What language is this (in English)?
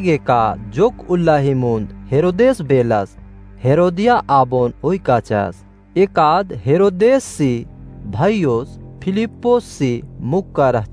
Kurukh